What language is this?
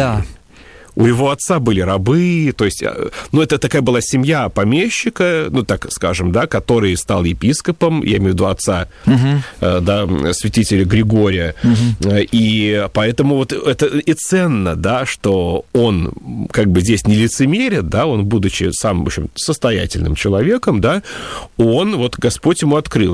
Russian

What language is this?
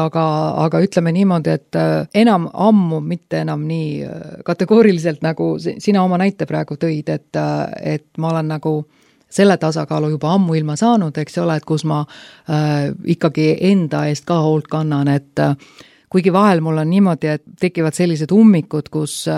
Estonian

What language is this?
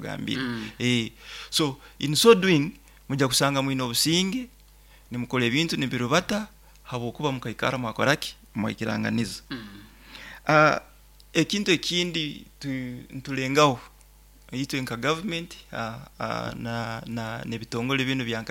Nyoro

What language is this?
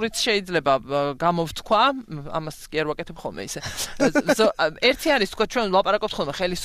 Georgian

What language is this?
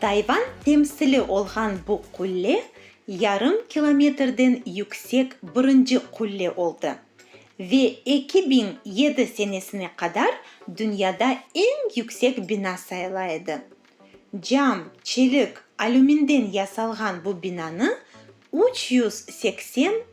Crimean Tatar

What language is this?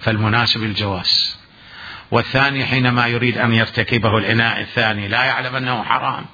Mesopotamian Arabic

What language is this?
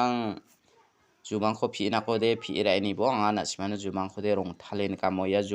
Garo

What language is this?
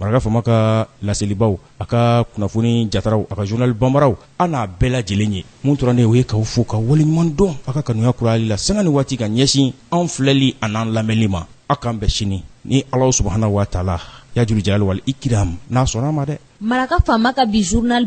Bambara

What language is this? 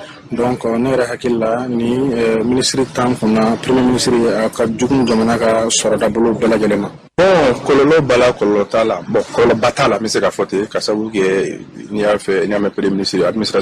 Bambara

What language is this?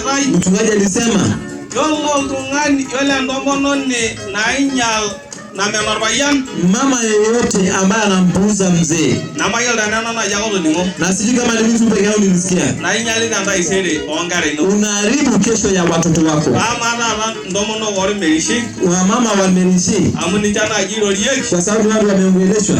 Masai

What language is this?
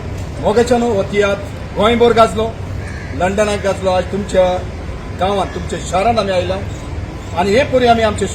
Konkani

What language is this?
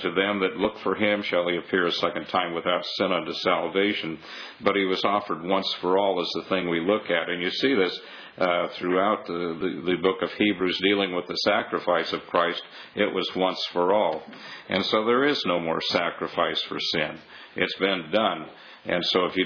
English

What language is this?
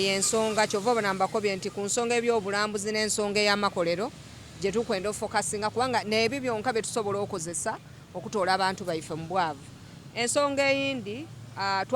Soga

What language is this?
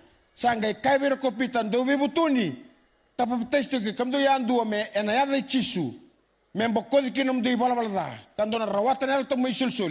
Fijian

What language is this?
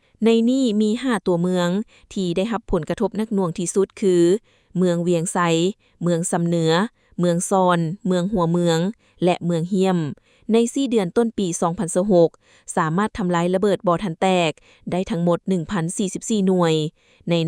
Lao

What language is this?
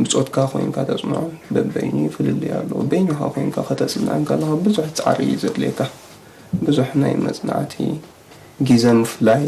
Tigrinya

